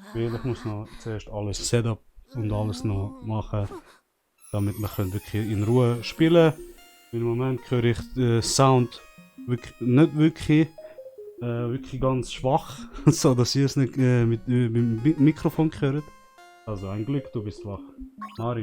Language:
Swiss German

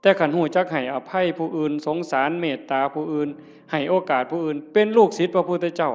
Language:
Northeastern Thai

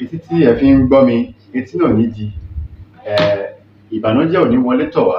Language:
Yoruba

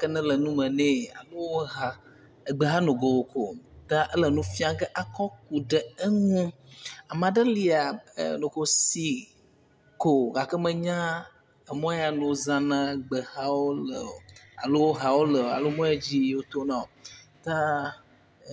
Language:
Ewe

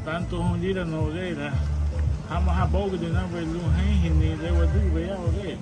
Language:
Garifuna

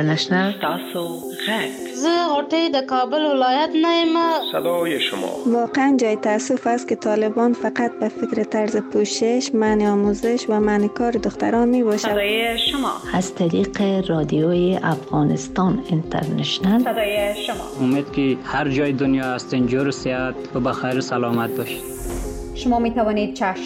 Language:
Persian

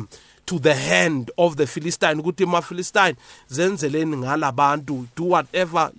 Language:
South Ndebele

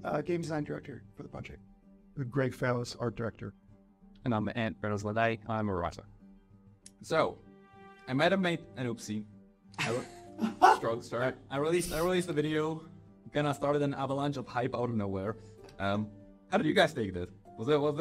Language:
English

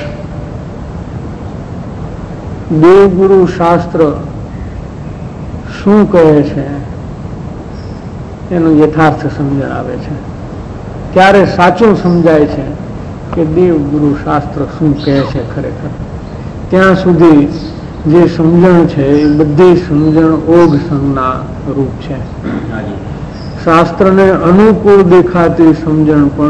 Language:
Gujarati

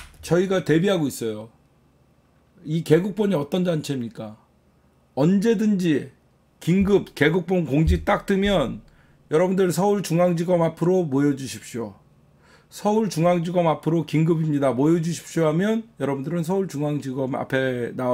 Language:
Korean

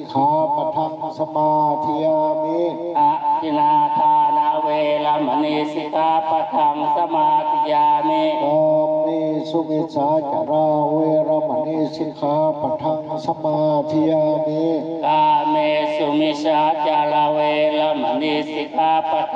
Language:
Pali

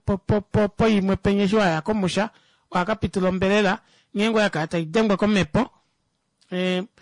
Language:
Kuanyama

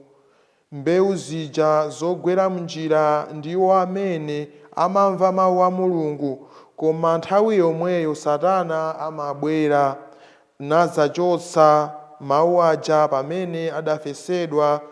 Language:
Nyanja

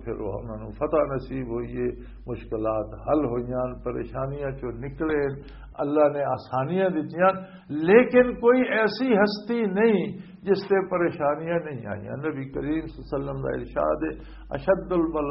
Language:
Western Panjabi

